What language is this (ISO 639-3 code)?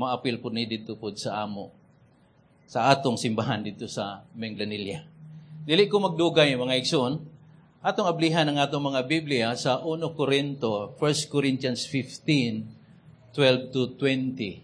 ceb